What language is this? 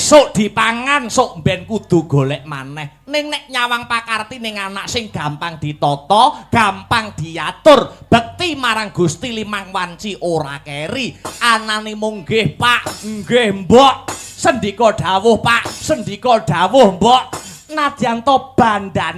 Javanese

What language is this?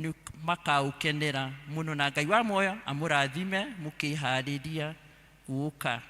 Kikuyu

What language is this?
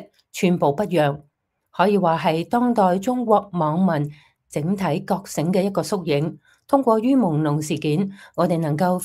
Cantonese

